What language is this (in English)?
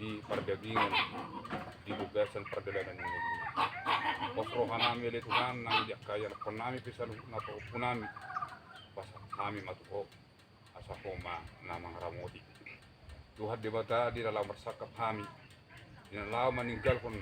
Batak Toba